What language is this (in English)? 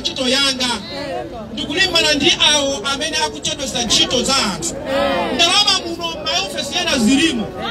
Nyanja